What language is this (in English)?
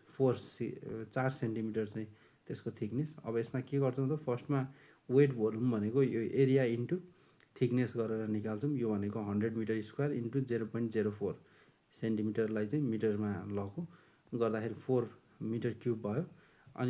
Nepali